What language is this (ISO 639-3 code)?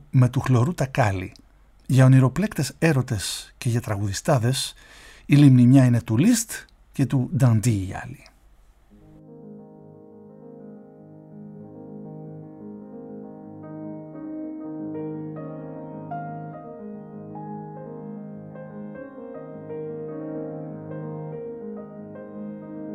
ell